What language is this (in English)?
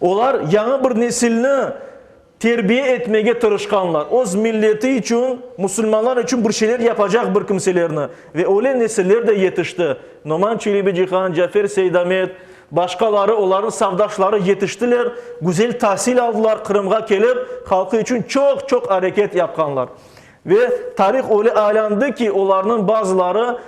Crimean Tatar